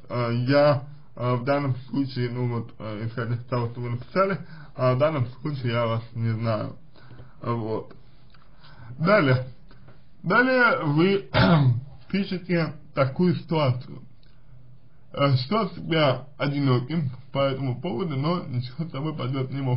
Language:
Russian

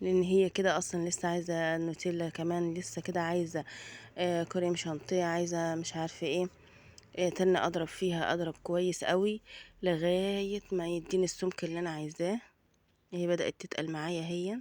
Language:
Egyptian Arabic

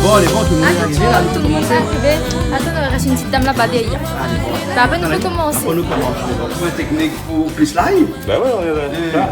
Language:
Réunion Creole French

